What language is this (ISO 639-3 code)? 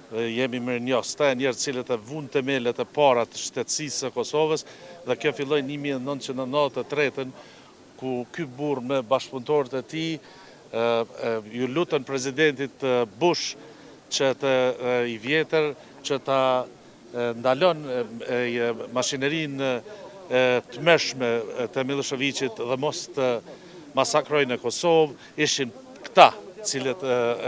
sqi